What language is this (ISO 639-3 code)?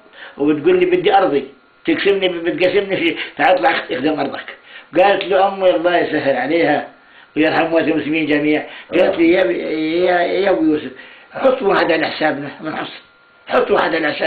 ajp